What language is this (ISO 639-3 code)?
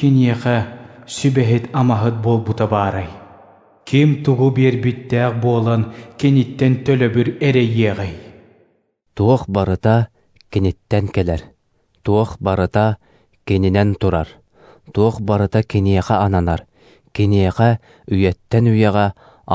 sah